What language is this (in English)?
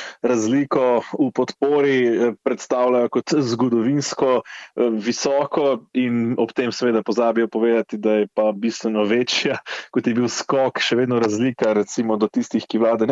Slovenian